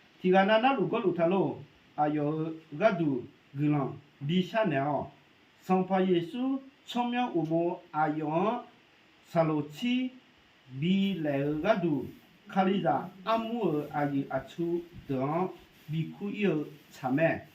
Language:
Akha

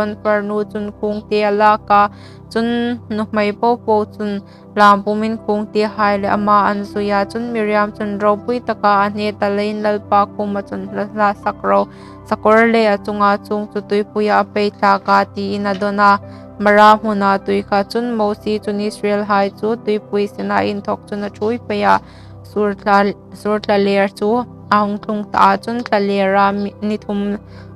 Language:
Hmar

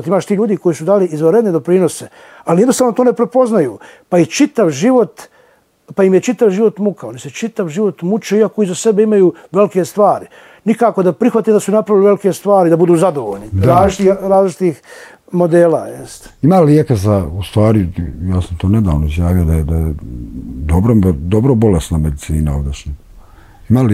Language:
Bosnian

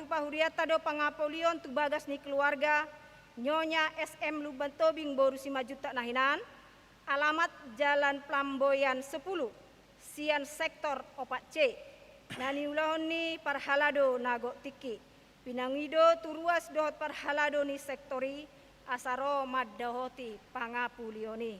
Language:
Batak Toba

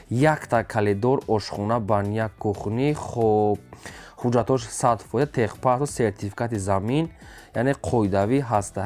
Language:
Tajik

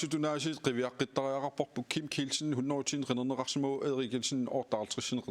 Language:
Kalaallisut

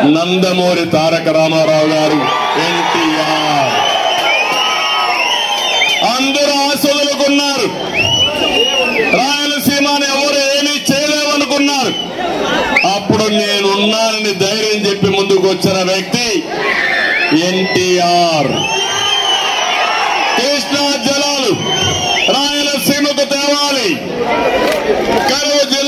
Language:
Telugu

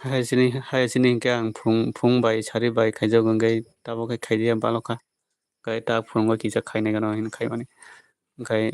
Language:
Kok Borok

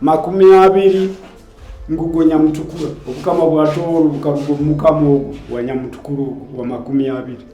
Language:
Nyoro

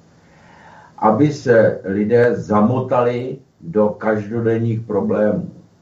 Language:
Czech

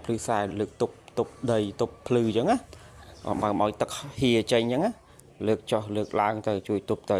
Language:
Khmer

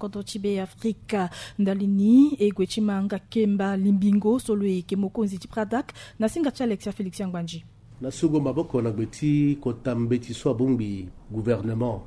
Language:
Sango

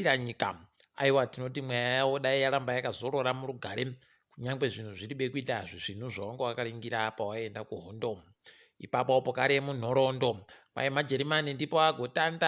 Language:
Ndau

